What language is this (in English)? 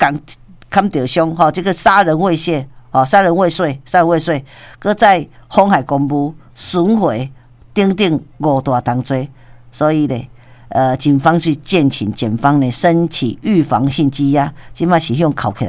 Min Nan Chinese